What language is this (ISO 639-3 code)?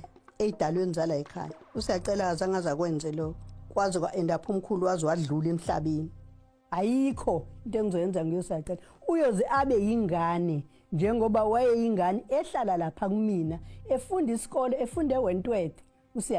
zul